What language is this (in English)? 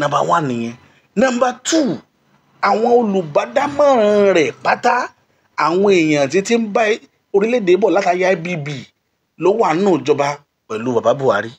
Yoruba